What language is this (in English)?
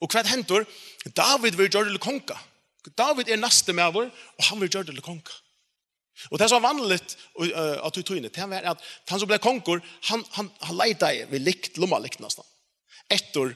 Faroese